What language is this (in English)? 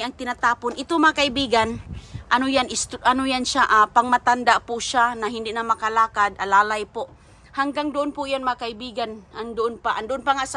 Filipino